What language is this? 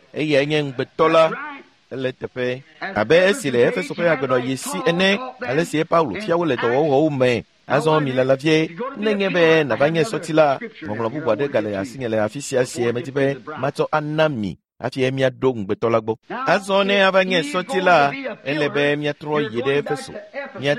Ewe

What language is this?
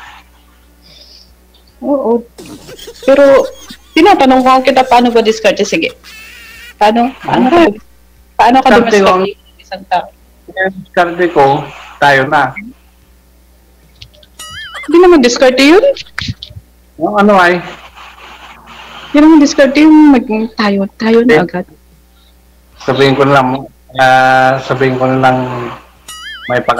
Filipino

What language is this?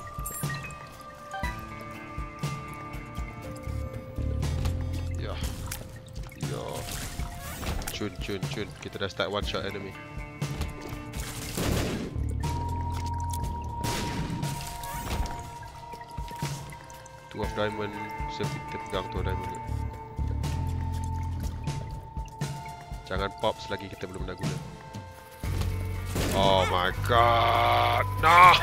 Malay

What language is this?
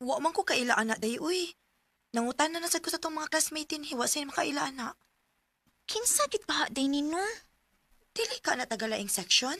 Cebuano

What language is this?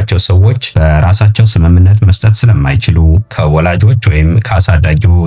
Amharic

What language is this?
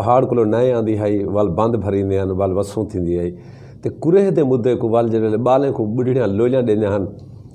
Saraiki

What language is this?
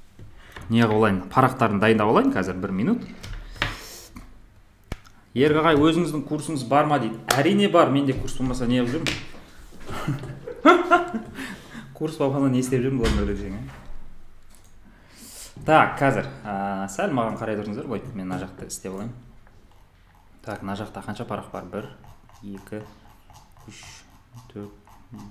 Kazakh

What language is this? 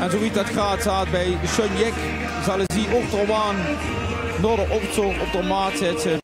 Limburgish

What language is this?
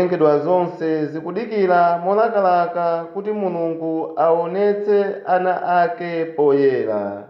Nyanja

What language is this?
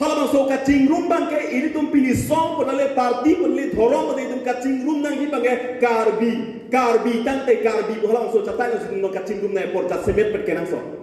Karbi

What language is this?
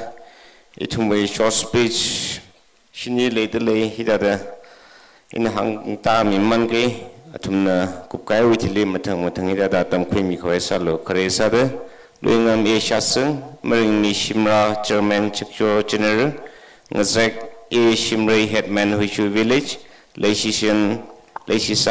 Tangkhul Naga (India)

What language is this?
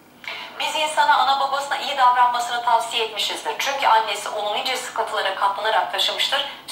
Turkish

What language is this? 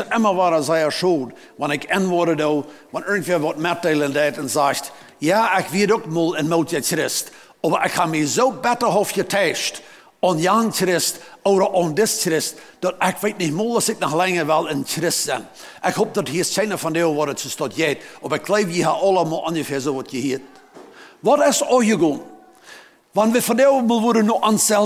Plautdietsch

